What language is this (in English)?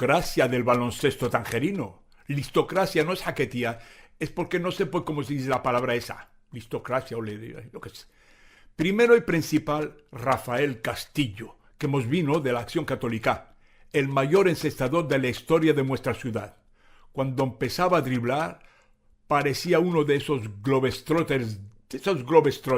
Ladino